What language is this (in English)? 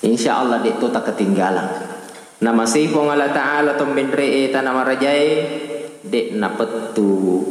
Buginese